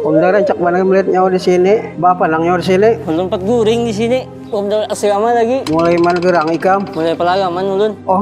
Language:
Banjar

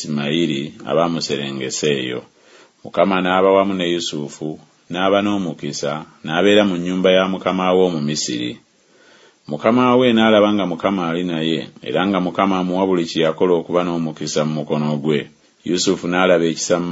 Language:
Ganda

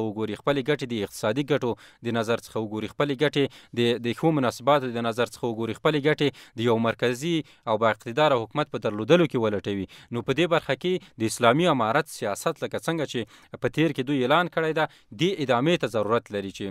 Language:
Pashto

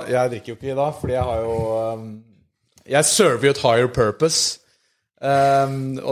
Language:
Norwegian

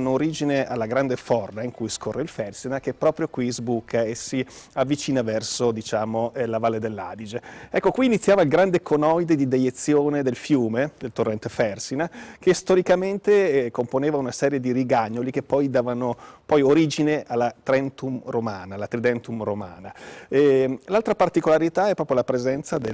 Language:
Italian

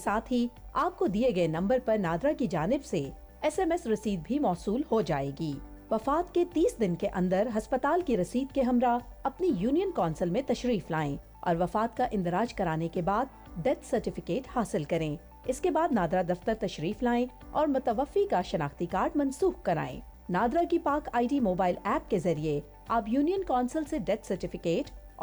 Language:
Urdu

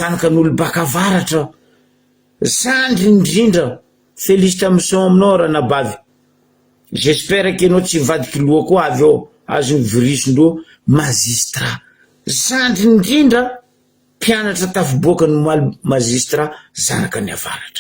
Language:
Malagasy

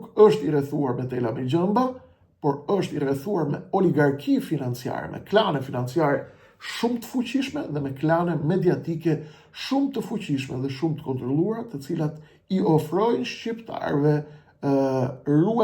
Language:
Albanian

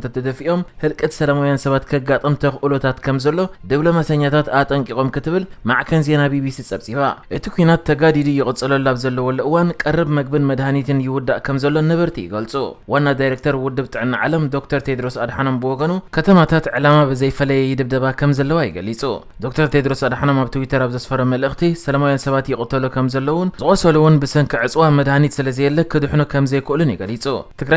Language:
Tigrinya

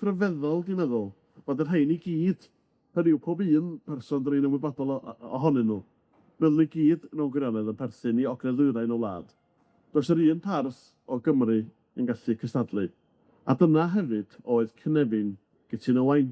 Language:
Welsh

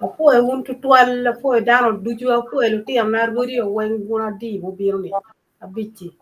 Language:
Acoli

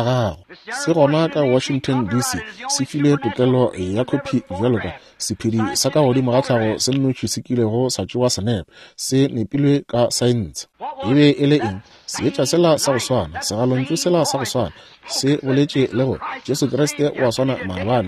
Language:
Northern Sotho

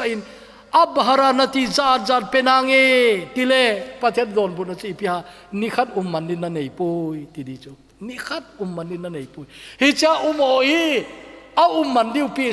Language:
Thado Chin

